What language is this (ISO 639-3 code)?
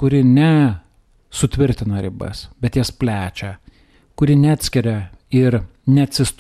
lit